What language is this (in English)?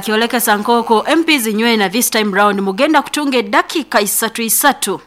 Nyankole